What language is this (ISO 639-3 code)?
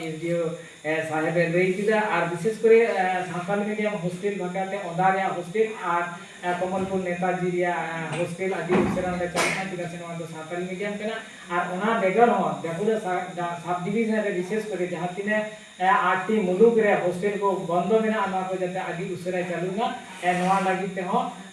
sat